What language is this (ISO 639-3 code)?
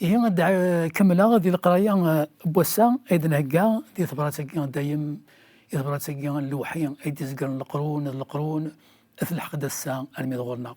kab